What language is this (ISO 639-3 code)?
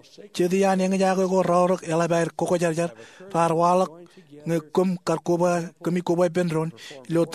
mah